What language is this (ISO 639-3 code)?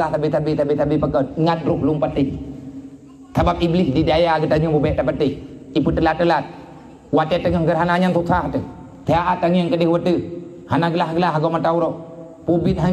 ace